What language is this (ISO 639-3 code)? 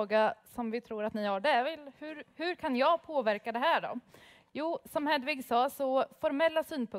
swe